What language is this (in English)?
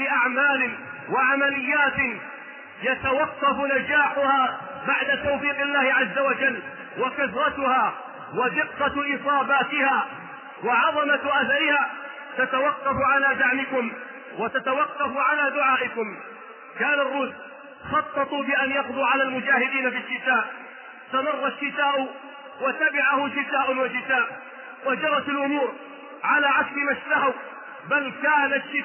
Arabic